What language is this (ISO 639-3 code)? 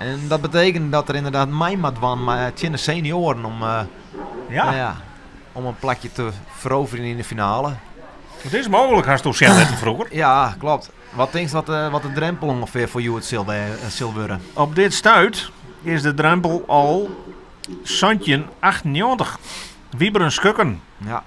fry